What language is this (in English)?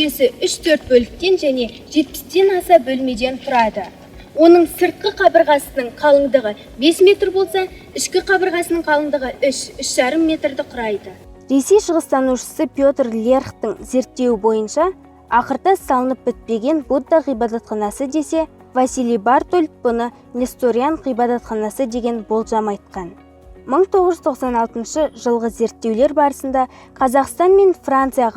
Kazakh